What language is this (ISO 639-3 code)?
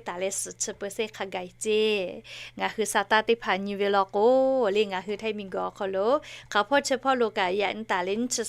lhu